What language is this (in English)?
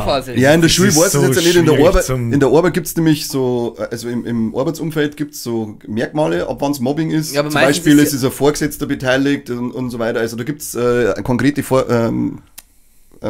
Bavarian